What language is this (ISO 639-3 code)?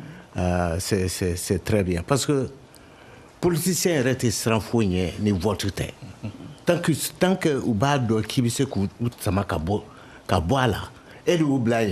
bam